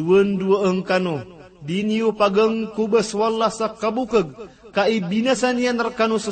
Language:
Maranao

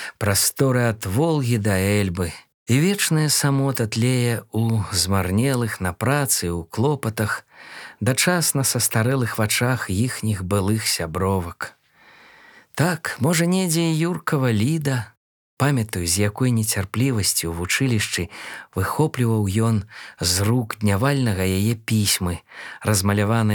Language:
Belarusian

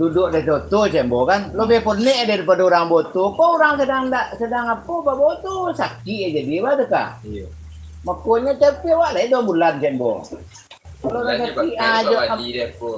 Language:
Minangkabau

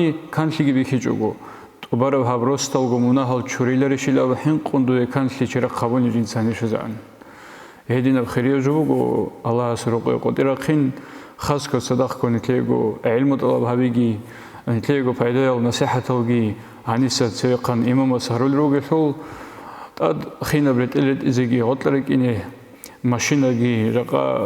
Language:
Avaric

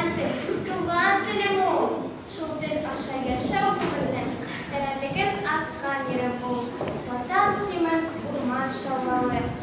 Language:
Bashkir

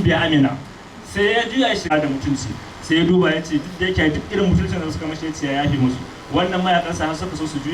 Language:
Hausa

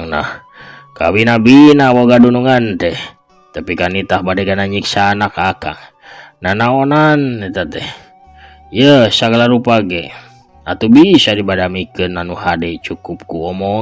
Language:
Sundanese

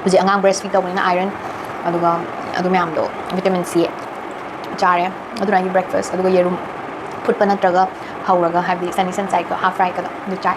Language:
Manipuri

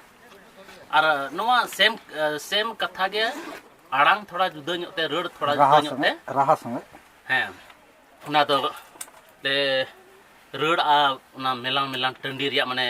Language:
Santali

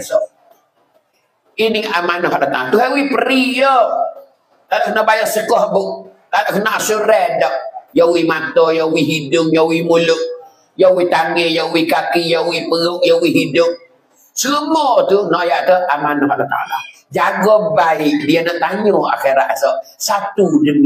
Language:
Pattani Malay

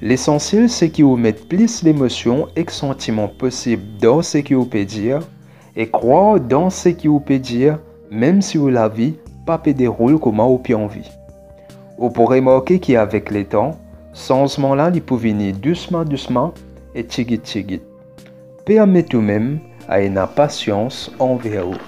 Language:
Morisyen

